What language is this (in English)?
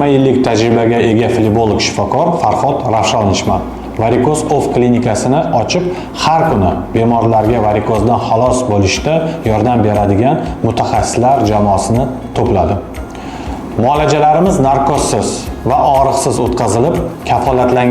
Uzbek